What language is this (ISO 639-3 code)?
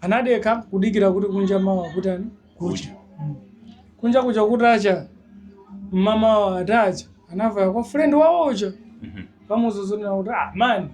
nya